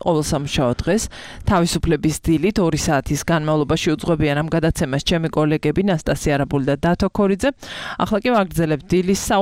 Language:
Georgian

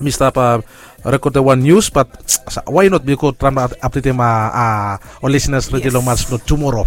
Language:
Bislama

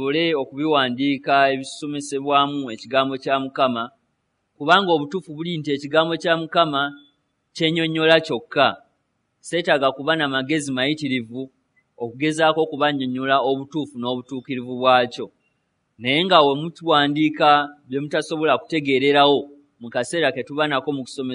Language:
Ganda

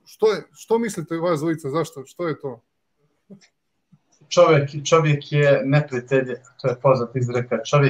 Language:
Croatian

